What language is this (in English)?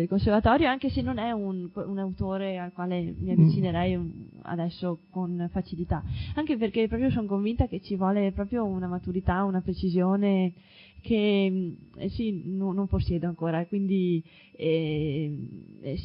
Italian